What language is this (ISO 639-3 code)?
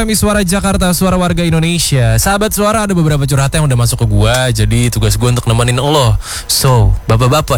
ind